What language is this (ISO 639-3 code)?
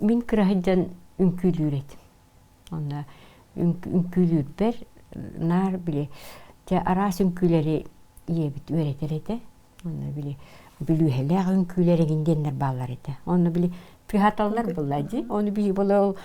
sah